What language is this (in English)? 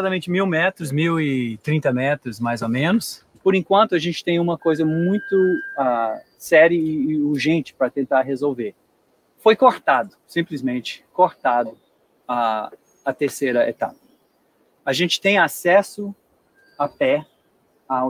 Portuguese